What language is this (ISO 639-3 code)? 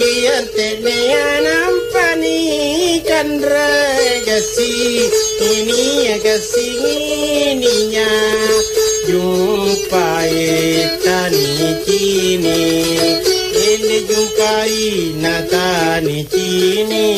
mak